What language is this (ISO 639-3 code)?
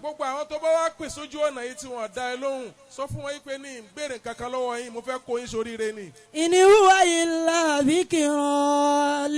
yor